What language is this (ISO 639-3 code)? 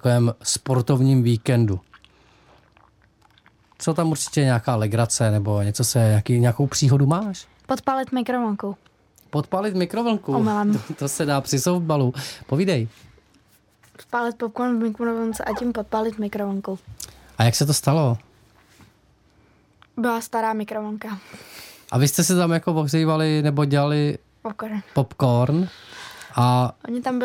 ces